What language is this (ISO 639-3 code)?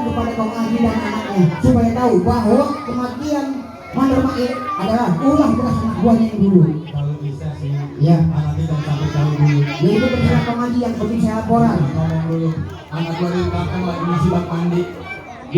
bew